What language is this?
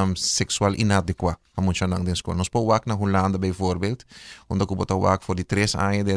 Papiamento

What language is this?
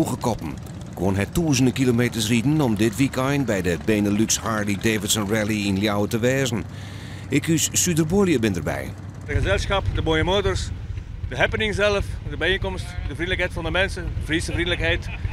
Western Frisian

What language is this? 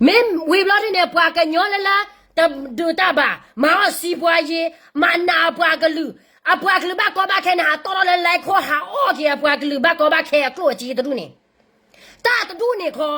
S'gaw Karen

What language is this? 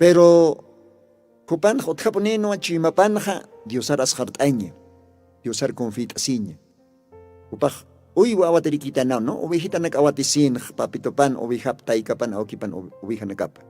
Aymara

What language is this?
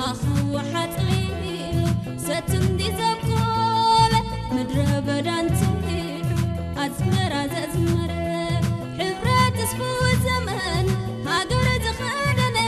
Tigrinya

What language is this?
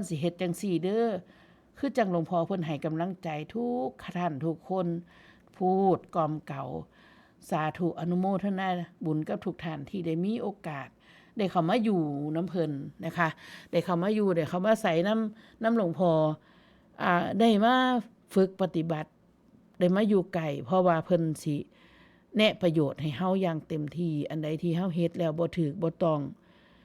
Northeastern Thai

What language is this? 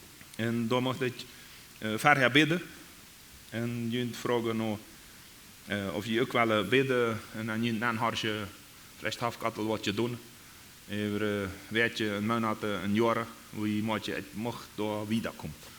Plautdietsch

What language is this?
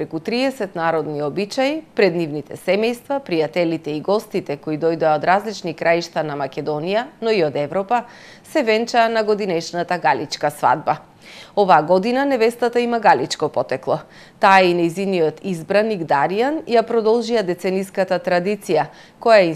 Macedonian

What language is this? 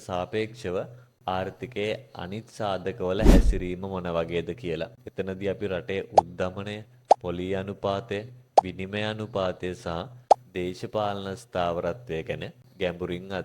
Sinhala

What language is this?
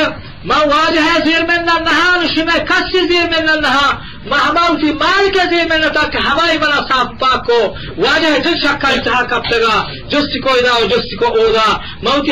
Eastern Balochi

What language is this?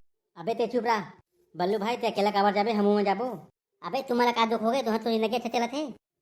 Chhattisgarhi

